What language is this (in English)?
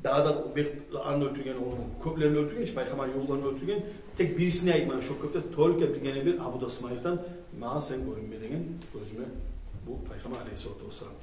Kumyk